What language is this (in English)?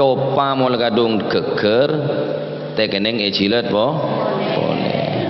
Madurese